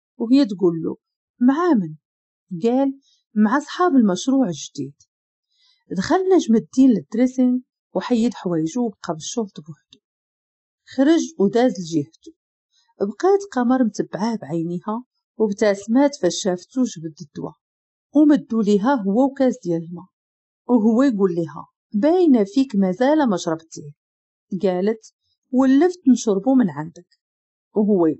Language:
Moroccan Arabic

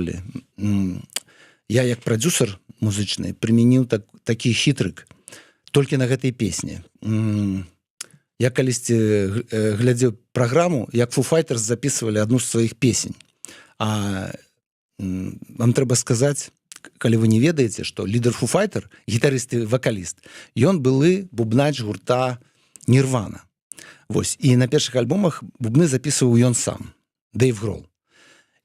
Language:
Belarusian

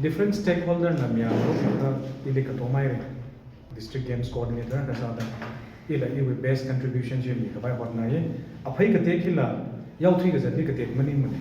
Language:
Tangkhul Naga (India)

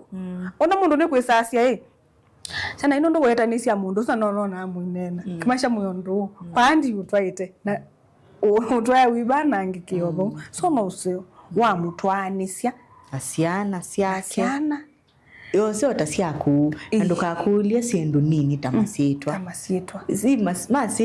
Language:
Kamba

